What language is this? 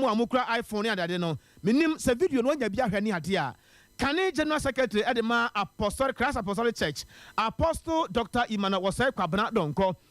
Akan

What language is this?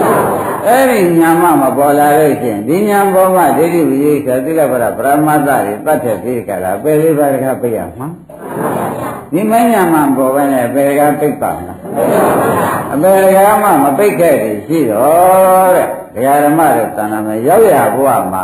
Burmese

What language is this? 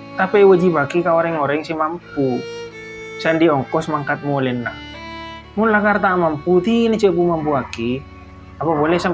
Madurese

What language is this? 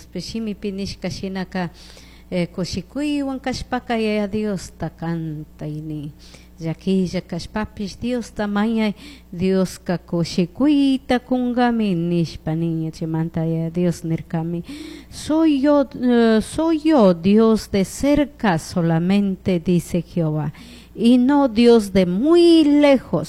Chimborazo Highland Quichua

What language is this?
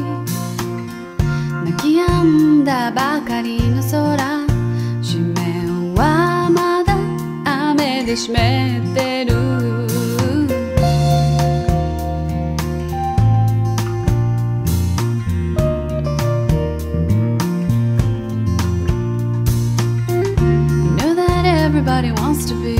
Japanese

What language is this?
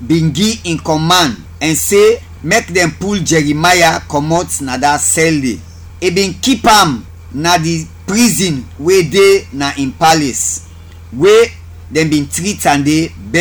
Krio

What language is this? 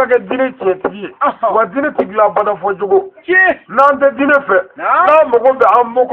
Bambara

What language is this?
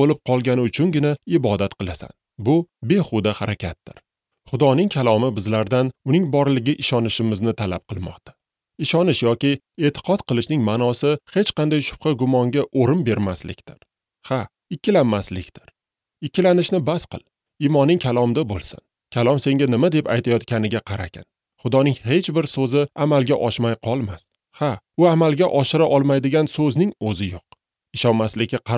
Uzbek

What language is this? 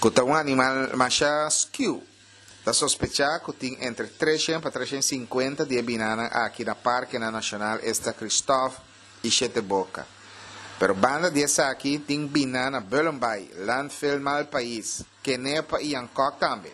Papiamento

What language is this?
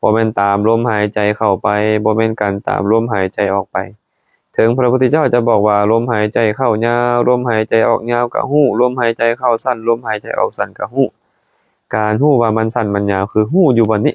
Lao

